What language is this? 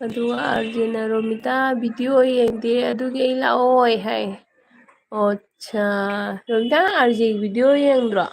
Manipuri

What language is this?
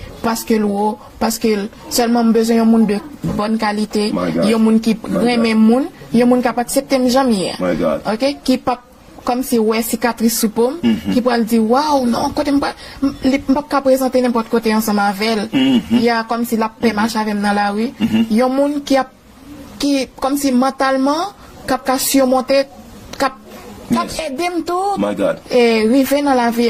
Haitian Creole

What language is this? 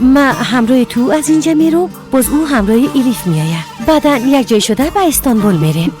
Persian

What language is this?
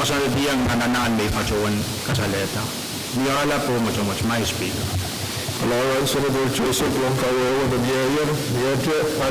Pohnpeian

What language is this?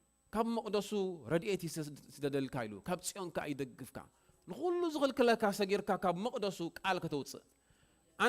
Tigrinya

